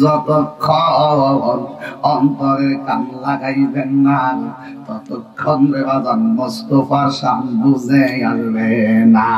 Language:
Sylheti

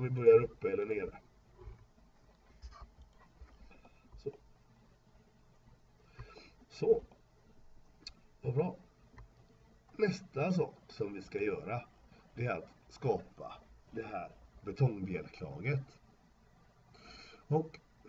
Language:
Swedish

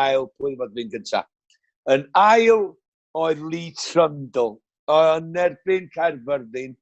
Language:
Welsh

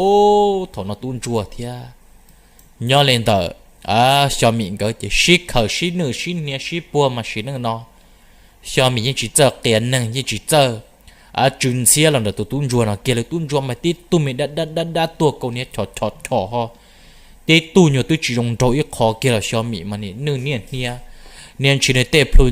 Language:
Hmong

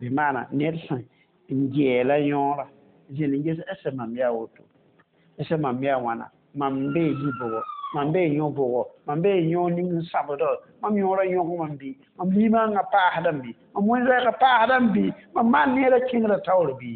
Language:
Mossi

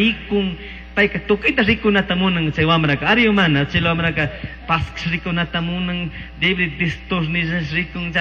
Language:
Chimborazo Highland Quichua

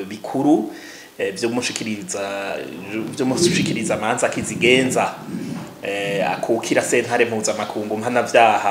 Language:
Rundi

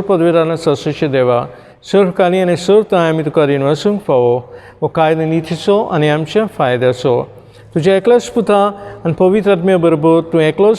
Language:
Konkani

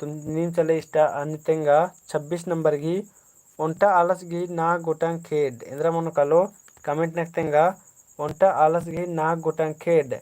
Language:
Kurukh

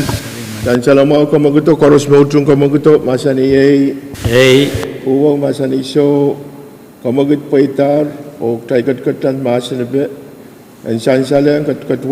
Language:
Pohnpeian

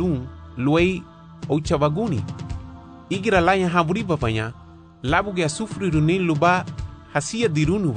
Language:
Garifuna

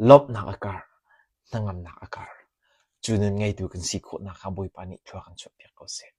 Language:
Hakha Chin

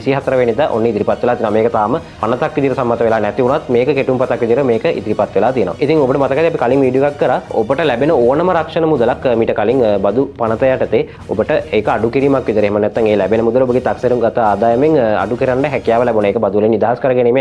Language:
Sinhala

